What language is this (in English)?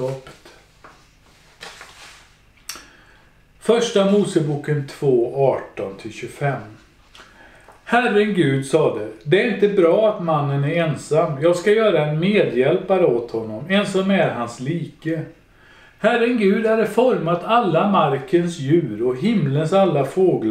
Swedish